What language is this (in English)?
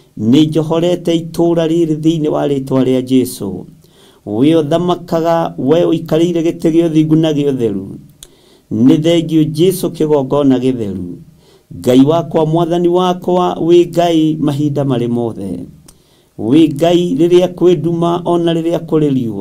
Kikuyu